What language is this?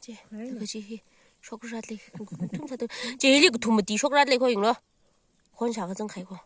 Tangkhul Naga (India)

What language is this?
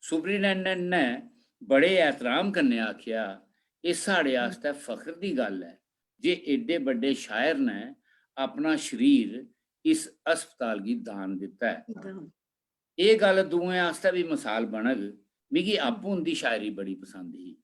Dogri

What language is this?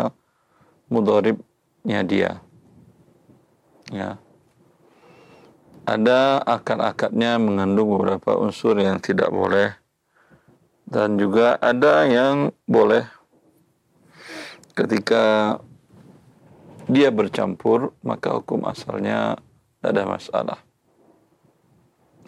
Indonesian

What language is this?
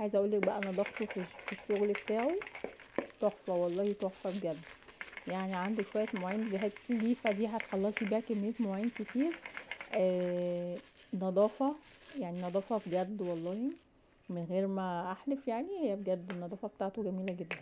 Egyptian Arabic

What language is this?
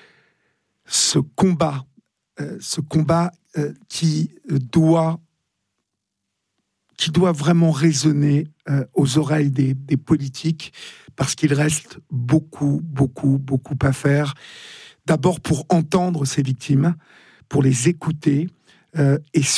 French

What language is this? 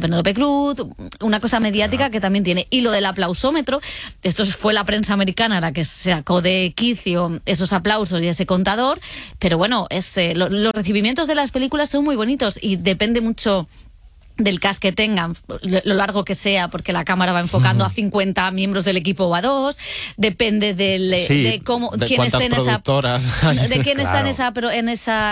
Spanish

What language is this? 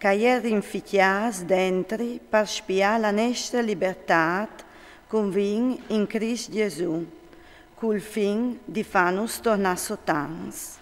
Friulian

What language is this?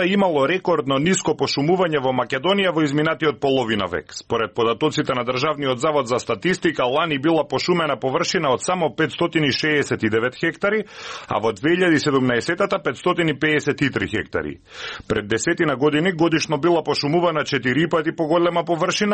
Macedonian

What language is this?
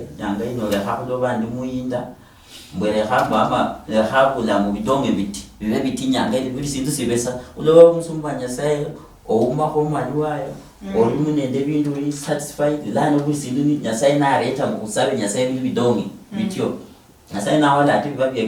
Luyia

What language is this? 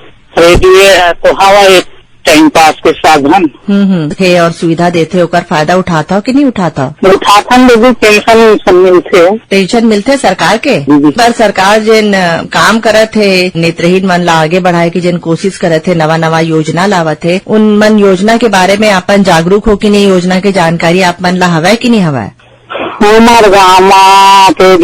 Chhattisgarhi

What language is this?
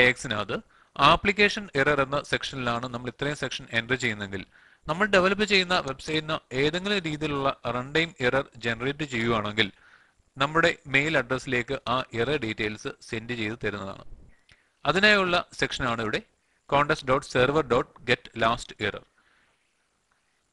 Malayalam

